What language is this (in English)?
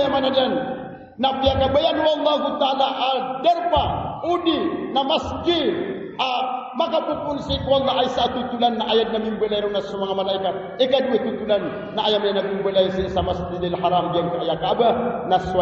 Maranao